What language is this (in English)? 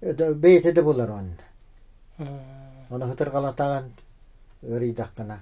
Yakut